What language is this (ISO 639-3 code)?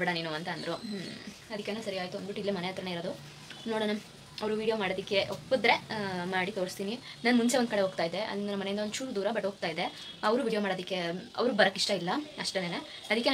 kan